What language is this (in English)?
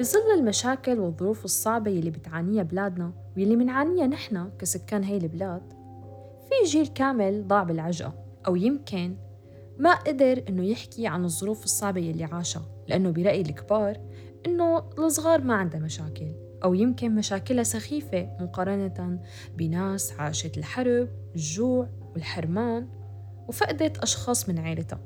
North Levantine Arabic